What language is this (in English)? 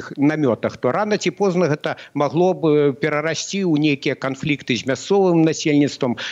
Belarusian